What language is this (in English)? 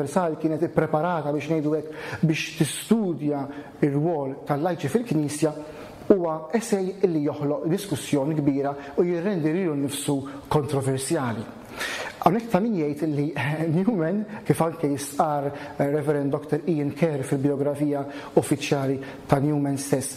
Maltese